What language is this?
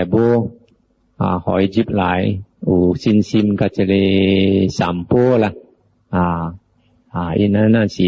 Min Nan Chinese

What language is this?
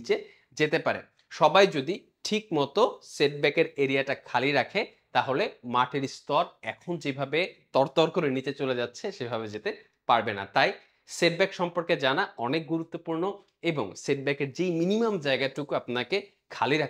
Bangla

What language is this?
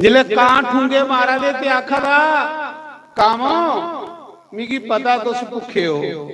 Dogri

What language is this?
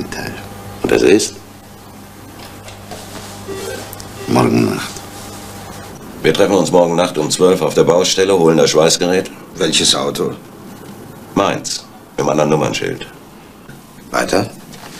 German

